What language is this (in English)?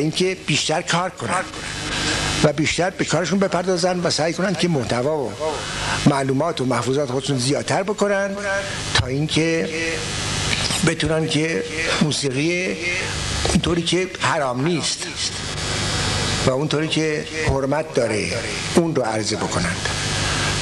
Persian